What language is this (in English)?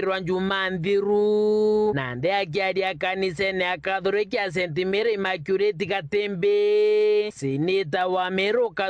Meru